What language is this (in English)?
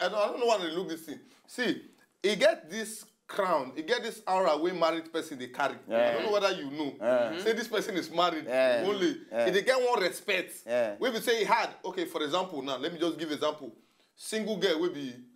Nigerian Pidgin